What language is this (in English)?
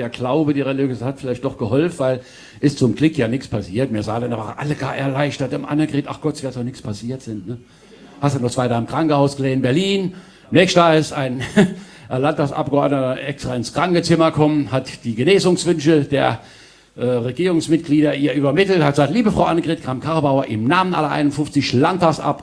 Palatine German